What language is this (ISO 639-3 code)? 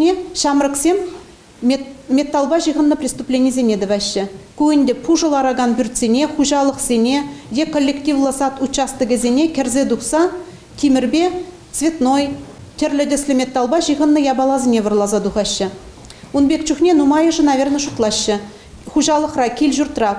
chv